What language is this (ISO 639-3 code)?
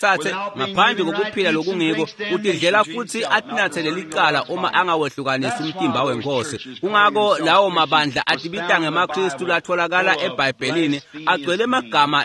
ssw